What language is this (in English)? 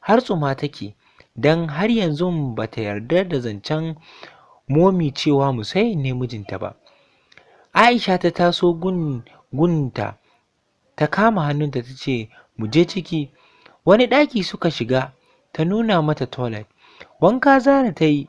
Hausa